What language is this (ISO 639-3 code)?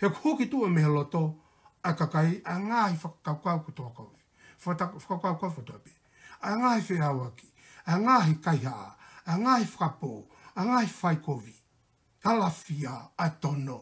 ton